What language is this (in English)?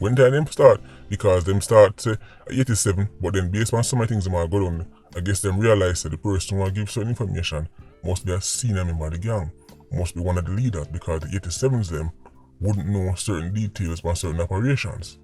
Jamaican Creole English